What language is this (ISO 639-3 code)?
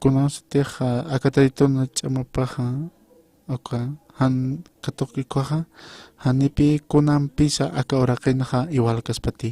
aym